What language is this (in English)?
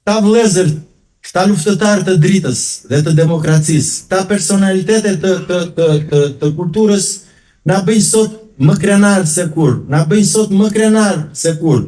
Albanian